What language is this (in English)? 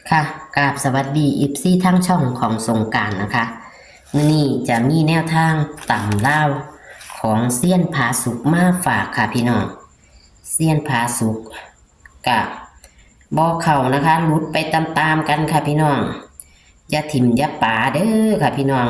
Northeastern Thai